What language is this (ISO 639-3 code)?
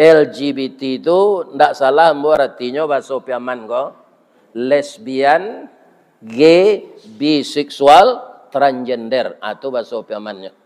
min